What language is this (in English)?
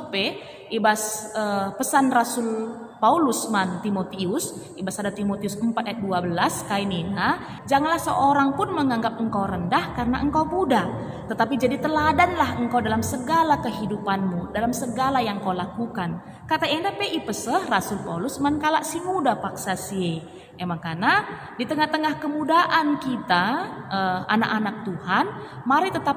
Batak Karo